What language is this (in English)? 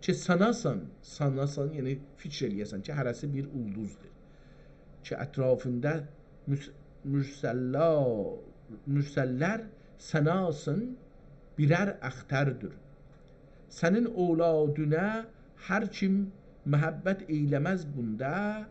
South Azerbaijani